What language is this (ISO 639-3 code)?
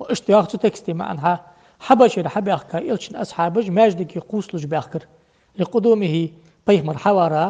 inh